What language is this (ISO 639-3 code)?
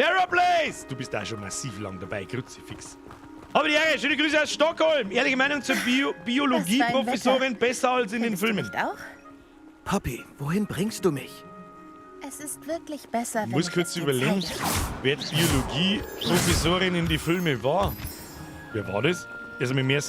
bar